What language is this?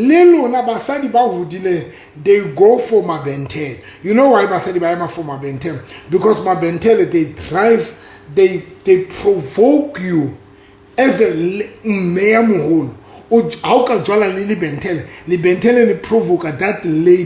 Southern Sotho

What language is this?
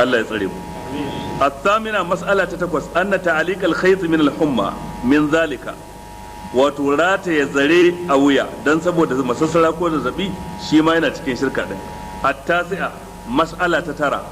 Hausa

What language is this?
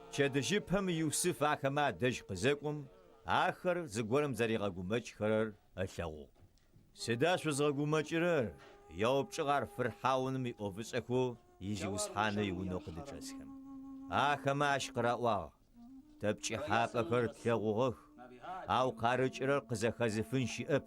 Adyghe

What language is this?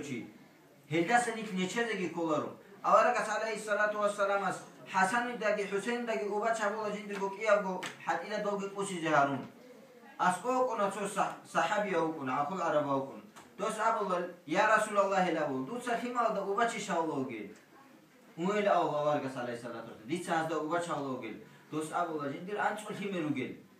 Avaric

